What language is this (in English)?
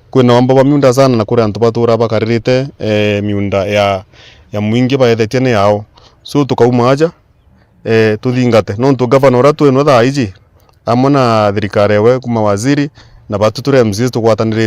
Meru